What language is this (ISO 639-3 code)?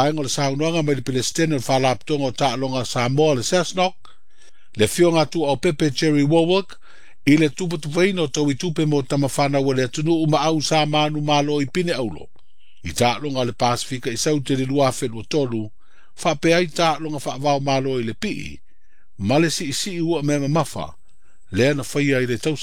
smo